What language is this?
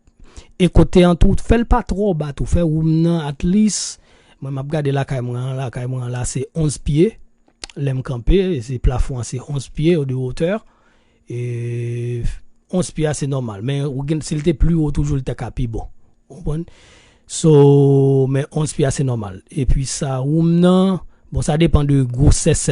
Haitian Creole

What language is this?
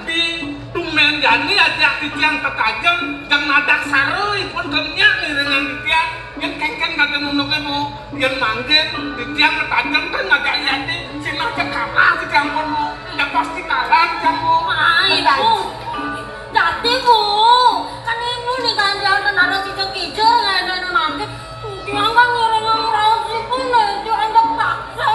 Balinese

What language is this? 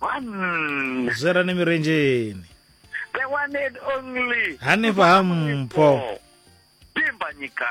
Venda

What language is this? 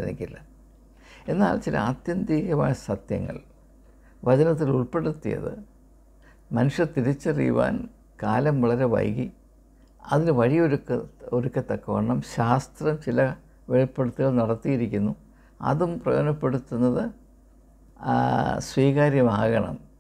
Malayalam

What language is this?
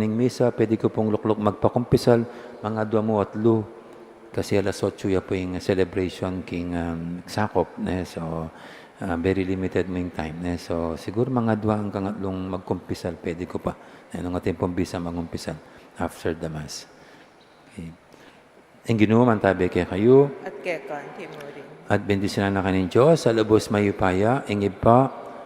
Pampanga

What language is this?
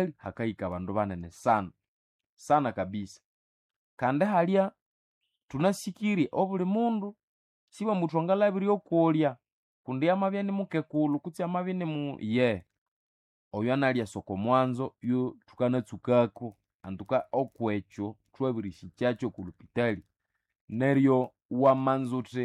Nande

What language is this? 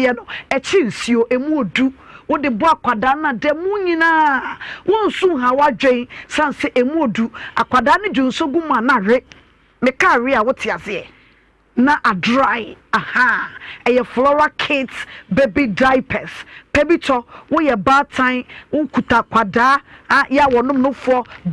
Akan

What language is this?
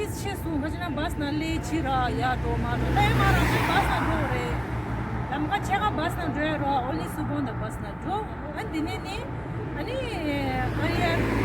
Tibetan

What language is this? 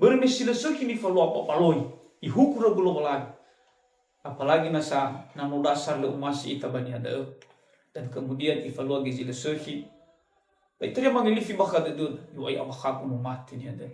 Nias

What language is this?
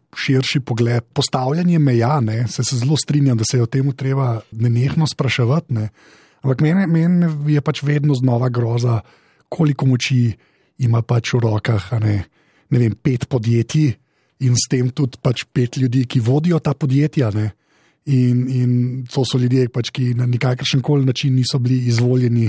Slovenian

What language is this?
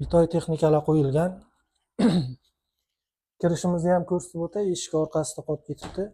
Uzbek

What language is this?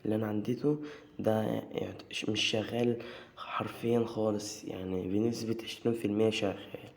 Egyptian Arabic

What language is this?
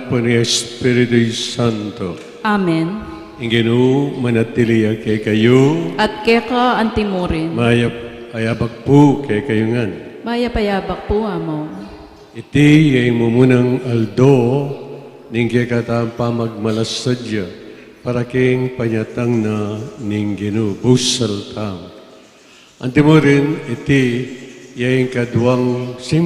Pampanga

